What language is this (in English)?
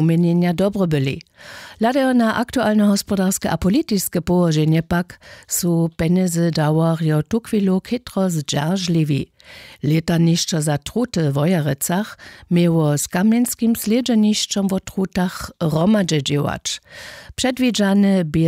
Upper Sorbian